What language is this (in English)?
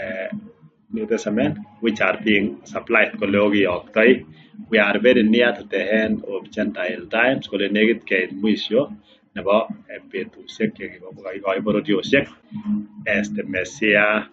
Kalenjin